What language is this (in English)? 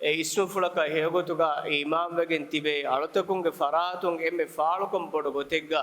Divehi